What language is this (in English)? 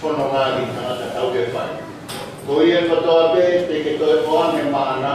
Tongan